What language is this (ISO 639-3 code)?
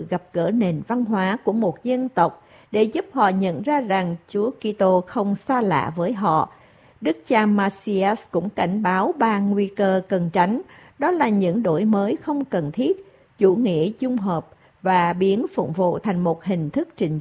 vie